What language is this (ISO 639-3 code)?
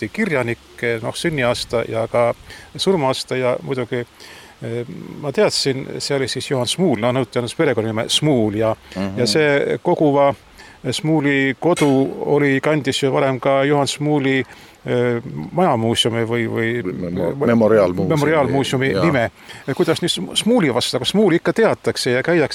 est